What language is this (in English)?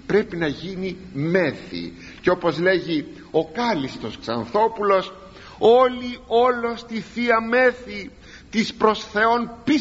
Greek